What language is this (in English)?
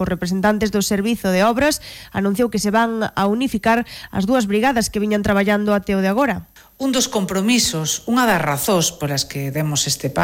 Galician